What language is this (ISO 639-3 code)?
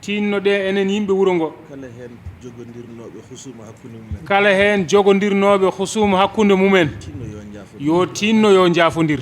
ful